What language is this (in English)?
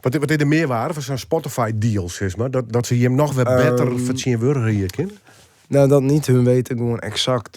Western Frisian